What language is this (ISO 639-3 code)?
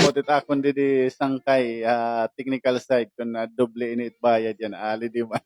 war